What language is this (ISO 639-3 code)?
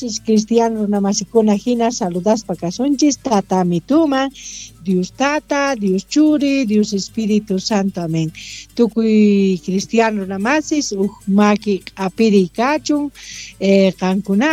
quh